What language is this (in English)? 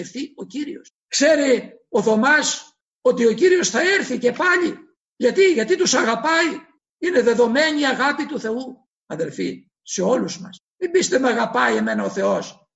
Greek